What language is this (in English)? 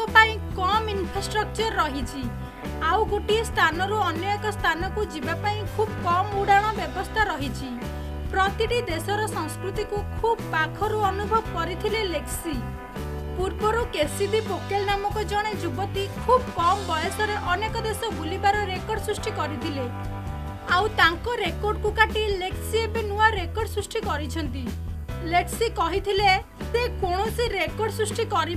Odia